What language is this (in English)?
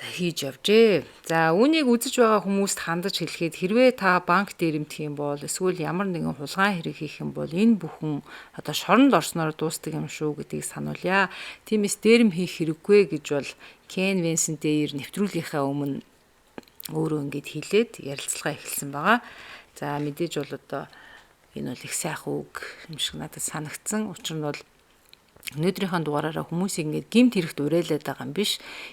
Mongolian